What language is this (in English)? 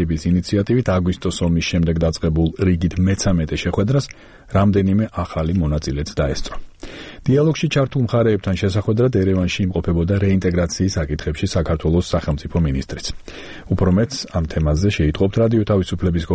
Georgian